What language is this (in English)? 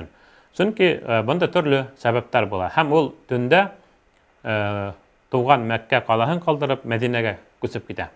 Bashkir